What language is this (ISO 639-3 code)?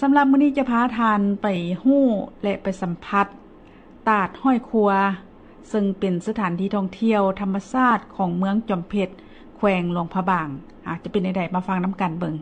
lao